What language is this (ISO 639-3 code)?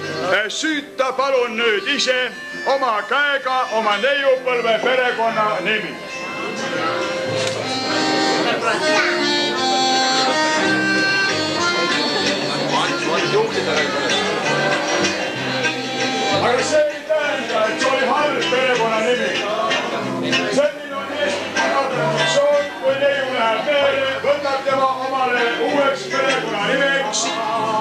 est